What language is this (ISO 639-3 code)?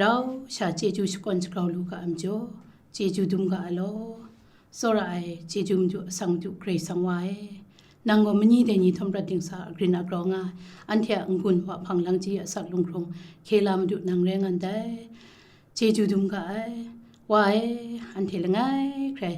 kac